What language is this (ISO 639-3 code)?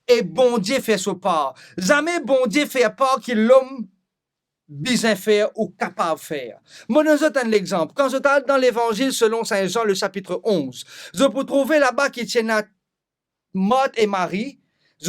mfe